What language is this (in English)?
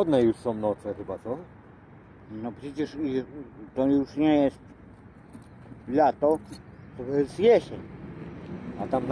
Polish